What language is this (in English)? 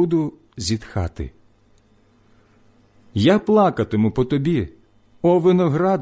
Ukrainian